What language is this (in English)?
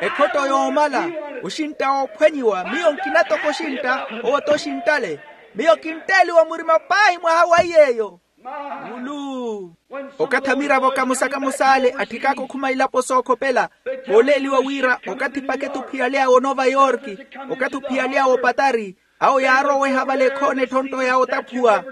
Makhuwa